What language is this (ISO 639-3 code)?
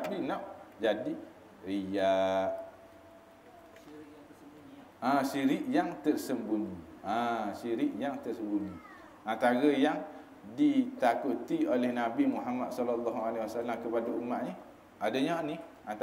msa